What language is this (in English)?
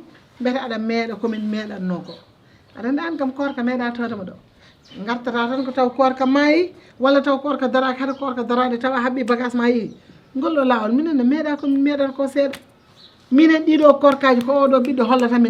Fula